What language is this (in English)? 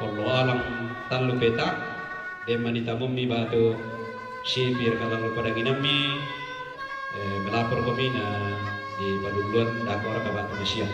Toraja-Sa'dan